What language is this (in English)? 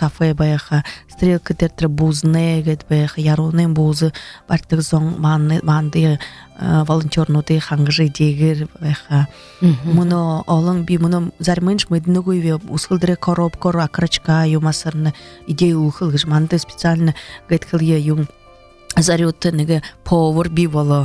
Buriat